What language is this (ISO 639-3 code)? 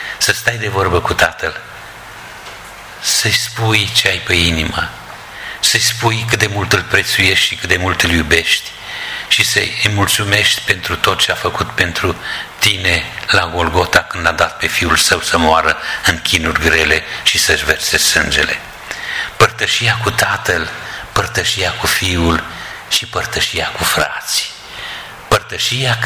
ron